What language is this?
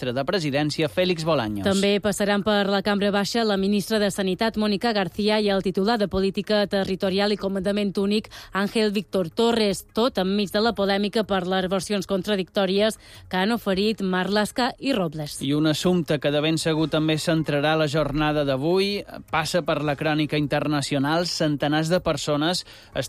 Catalan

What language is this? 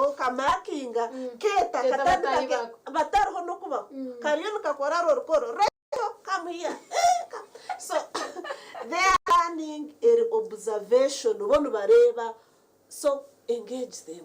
Nyankole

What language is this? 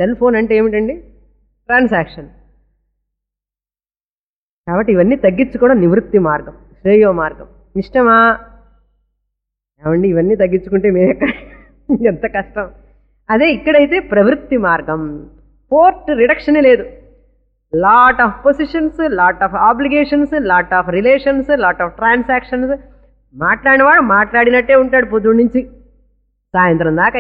Telugu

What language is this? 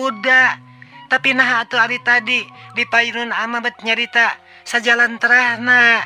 Sundanese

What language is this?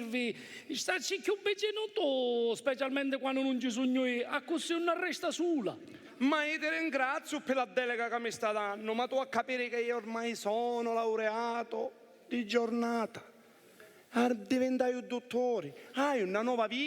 Sicilian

